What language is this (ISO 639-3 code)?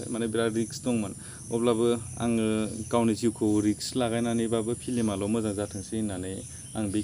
brx